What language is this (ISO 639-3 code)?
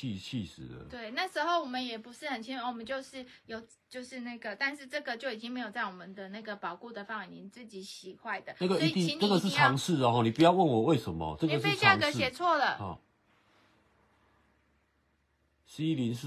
zho